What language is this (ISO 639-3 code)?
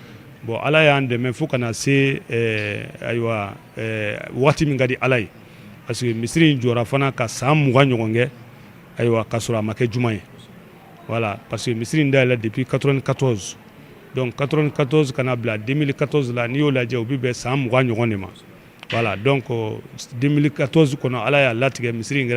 bam